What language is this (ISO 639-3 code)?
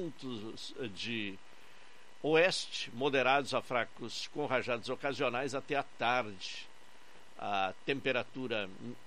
por